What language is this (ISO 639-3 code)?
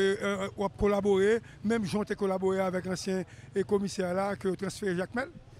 hat